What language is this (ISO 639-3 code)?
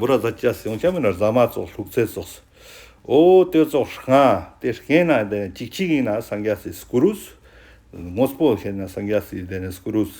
lbj